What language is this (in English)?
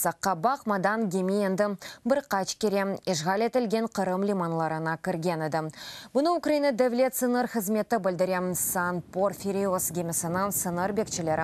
Crimean Tatar